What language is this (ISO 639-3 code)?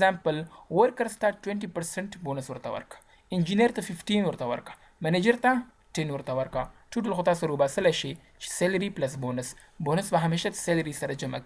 pus